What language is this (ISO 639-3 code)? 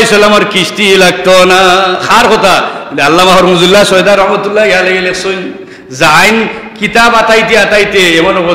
syl